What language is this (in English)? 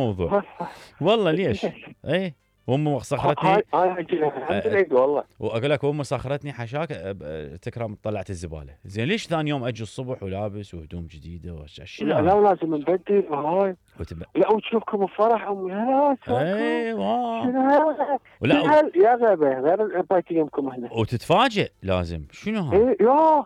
Mesopotamian Arabic